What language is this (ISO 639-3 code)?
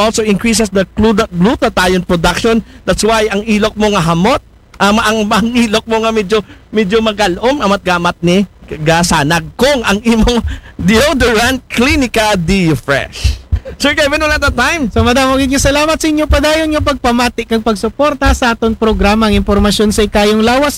akl